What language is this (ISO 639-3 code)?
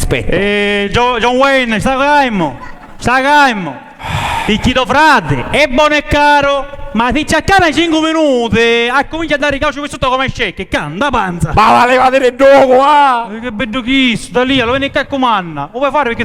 scn